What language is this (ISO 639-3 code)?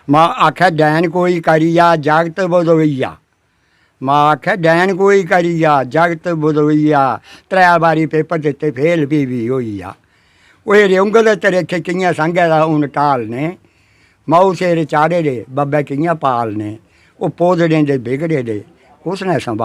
doi